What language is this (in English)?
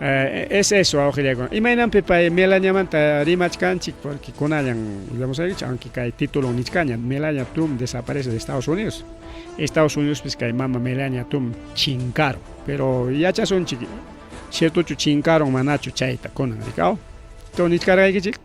Ayacucho Quechua